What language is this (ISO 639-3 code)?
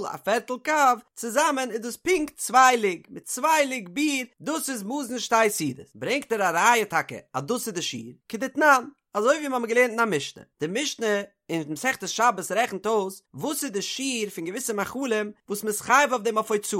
yid